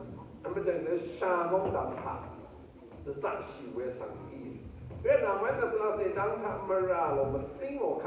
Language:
Rawang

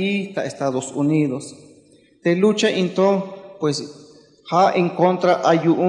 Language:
Tzeltal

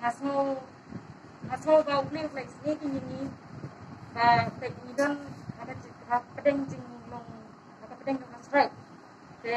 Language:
Khasi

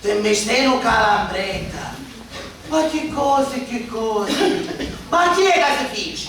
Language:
Sicilian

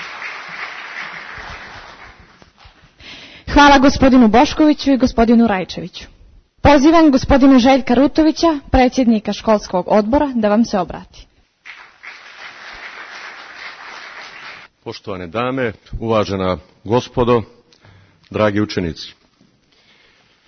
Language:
Serbian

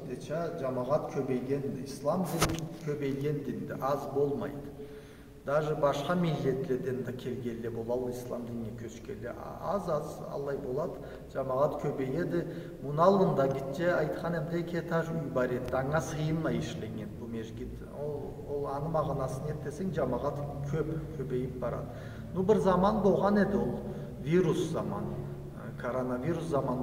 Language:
Karachay-Balkar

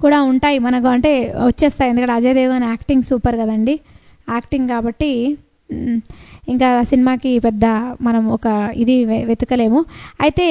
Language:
Telugu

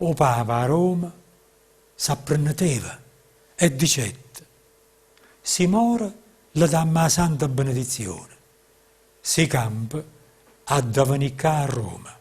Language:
Neapolitan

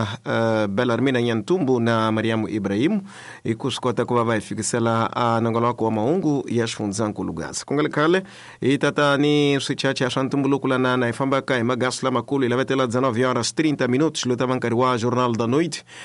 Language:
Tsonga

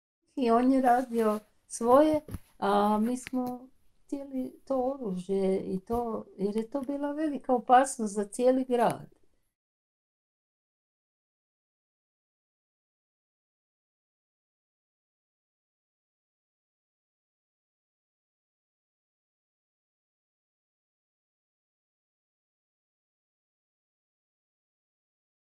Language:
Croatian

